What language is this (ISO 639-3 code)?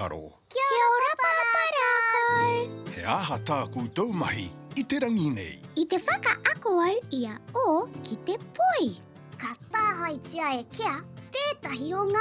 mri